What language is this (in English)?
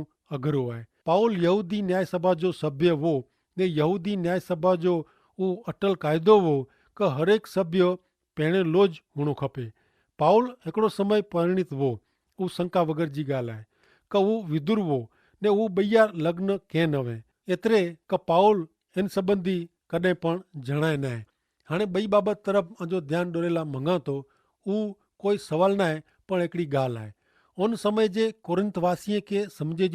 Kachhi